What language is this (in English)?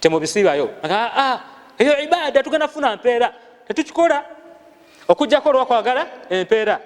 Ganda